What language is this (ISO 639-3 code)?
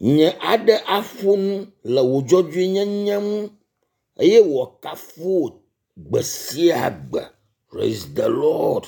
ewe